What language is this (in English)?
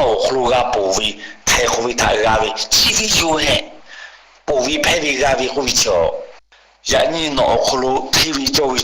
Lahu